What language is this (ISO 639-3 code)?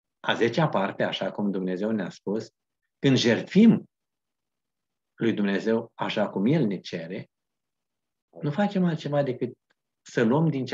ron